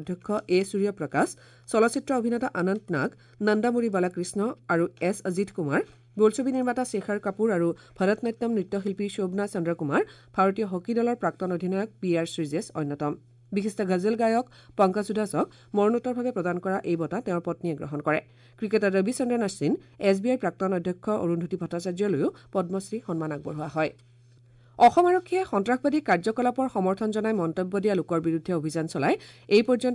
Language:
Assamese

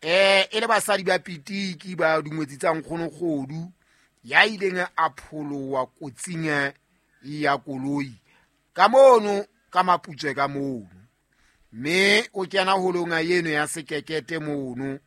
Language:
Southern Sotho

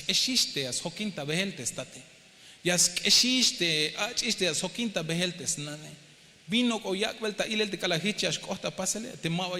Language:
Tzeltal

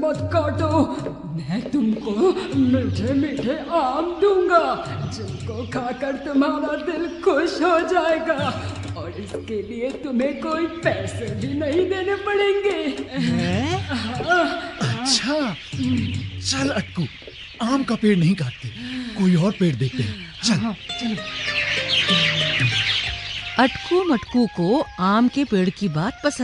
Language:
Hindi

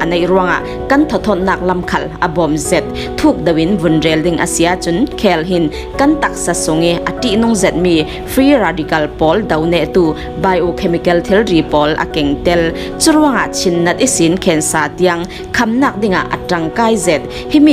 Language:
Falam Chin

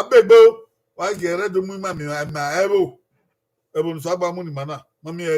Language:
Bini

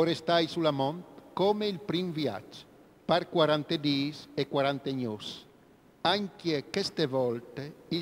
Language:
Friulian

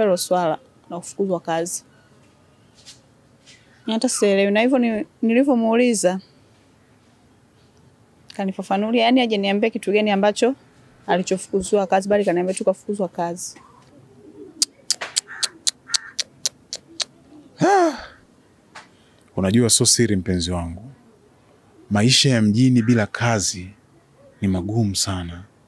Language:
Swahili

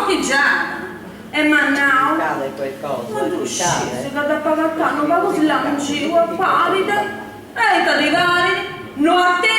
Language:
Sardinian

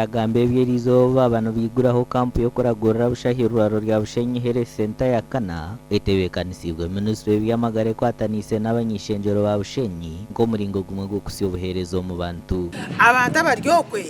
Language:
Nyankole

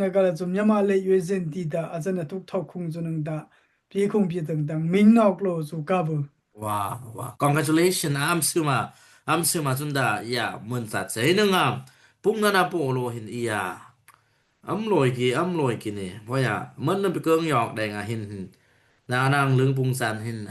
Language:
Dimasa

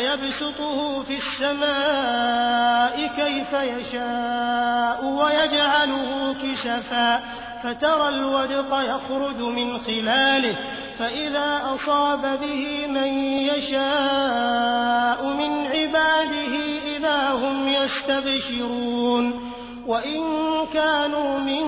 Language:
Arabic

